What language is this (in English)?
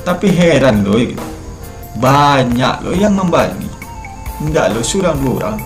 Minangkabau